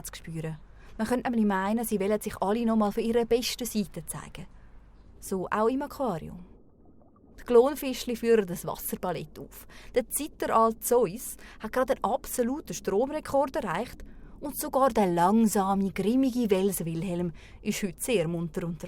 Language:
Swiss German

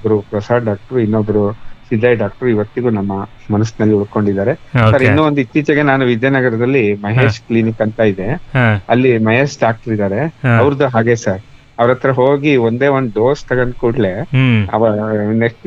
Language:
Kannada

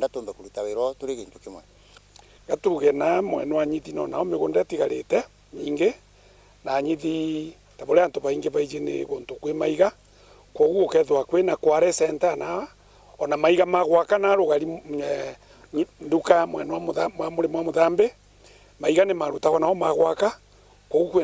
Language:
Meru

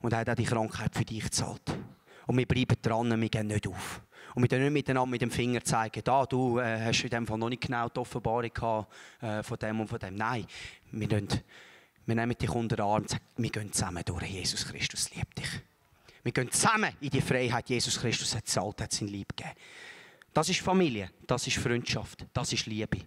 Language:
Swiss German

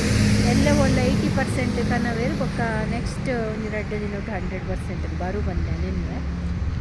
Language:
Tulu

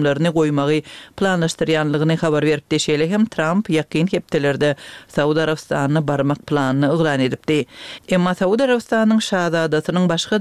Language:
Turkmen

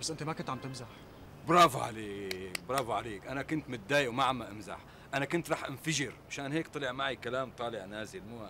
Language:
North Levantine Arabic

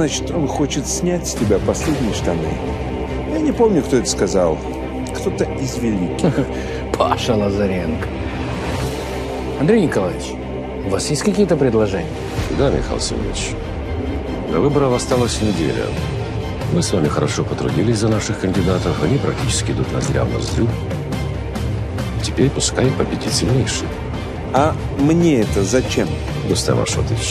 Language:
Russian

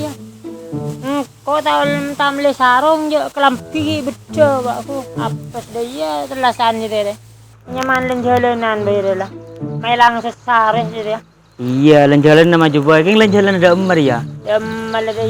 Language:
Madurese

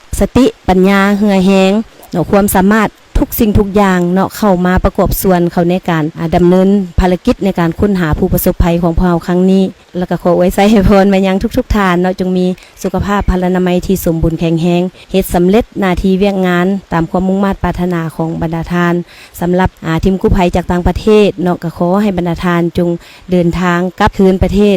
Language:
Lao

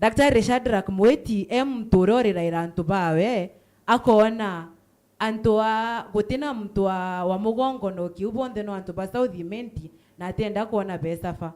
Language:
Meru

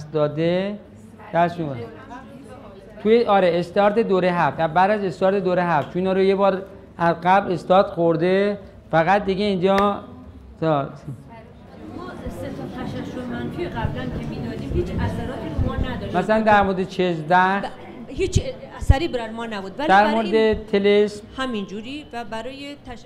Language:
Persian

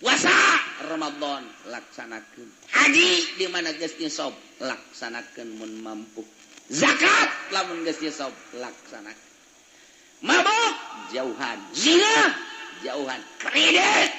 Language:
Sundanese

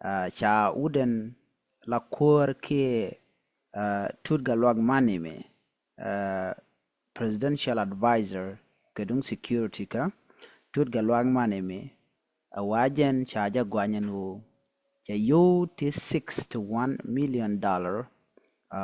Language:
Nuer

